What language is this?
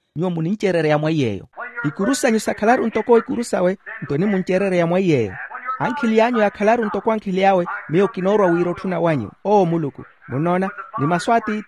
Makhuwa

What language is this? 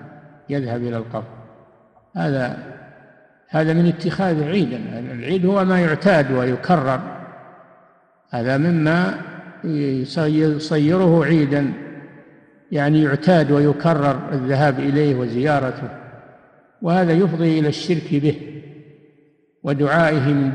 Arabic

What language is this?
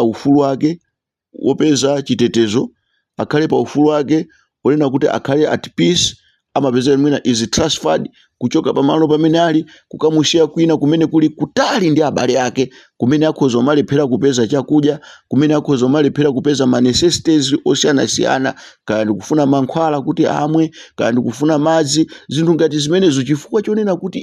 Nyanja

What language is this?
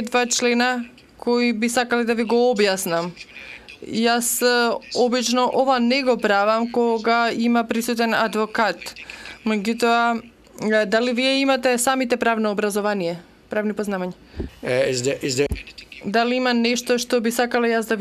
Macedonian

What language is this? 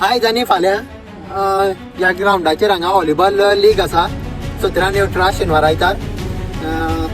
Konkani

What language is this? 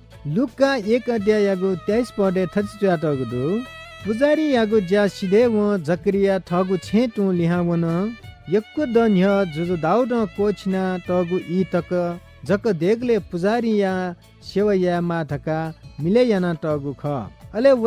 Newari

